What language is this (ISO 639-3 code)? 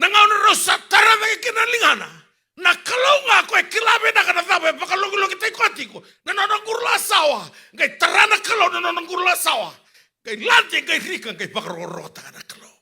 fij